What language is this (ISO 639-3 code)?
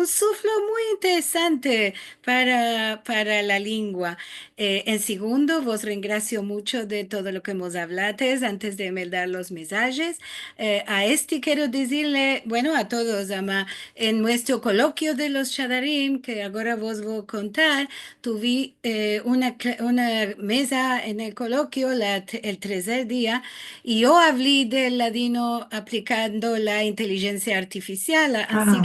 lad